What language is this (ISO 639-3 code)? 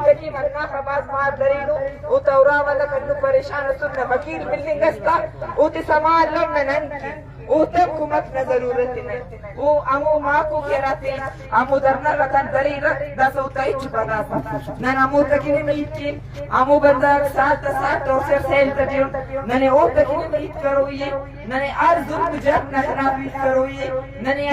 bgp